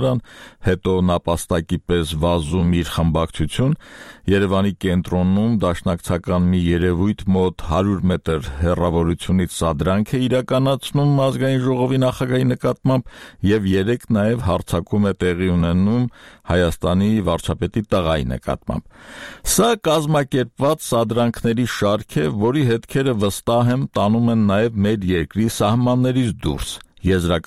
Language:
Armenian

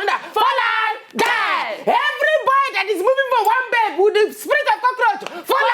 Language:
Nigerian Pidgin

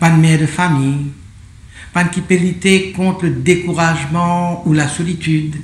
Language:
Morisyen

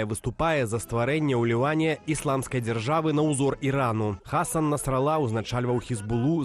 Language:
Belarusian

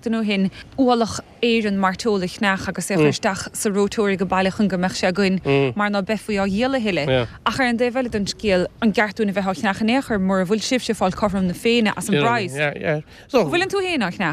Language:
Irish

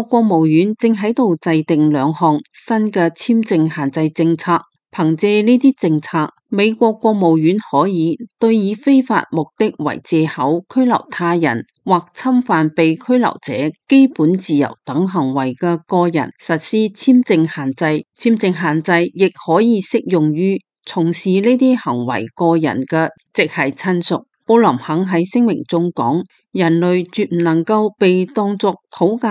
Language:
Cantonese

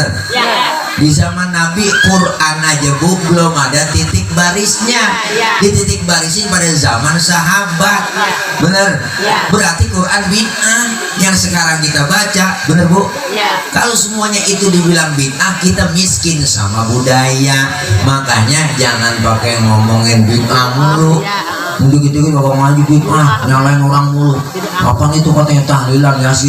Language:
Betawi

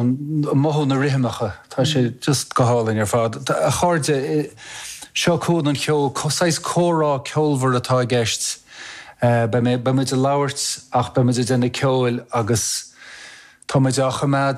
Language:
Irish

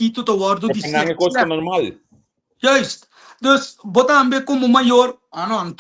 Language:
Papiamento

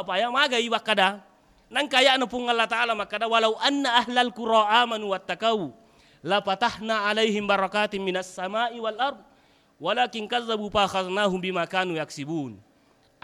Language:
Buginese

